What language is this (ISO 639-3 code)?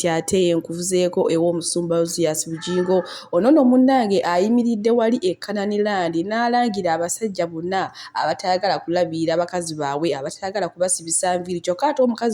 lug